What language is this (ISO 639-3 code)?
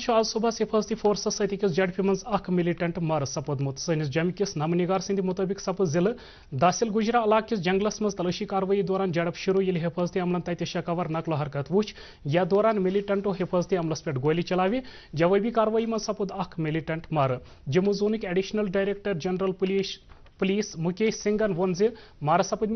kas